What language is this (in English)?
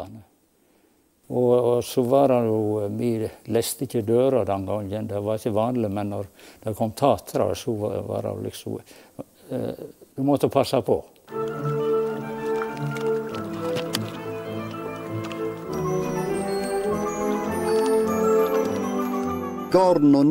Norwegian